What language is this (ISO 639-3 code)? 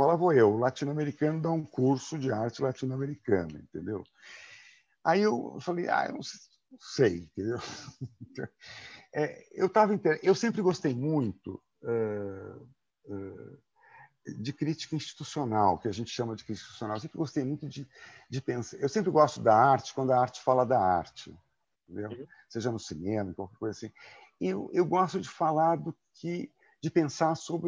por